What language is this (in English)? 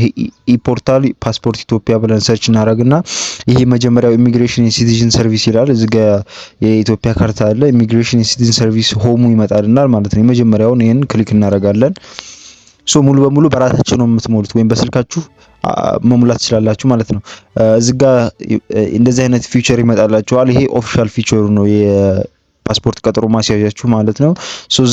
Amharic